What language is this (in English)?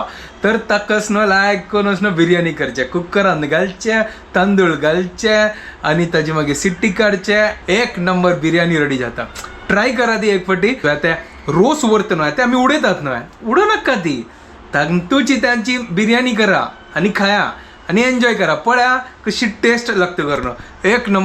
Konkani